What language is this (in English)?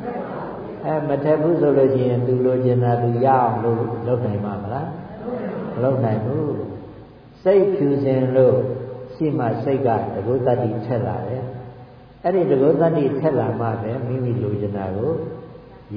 Burmese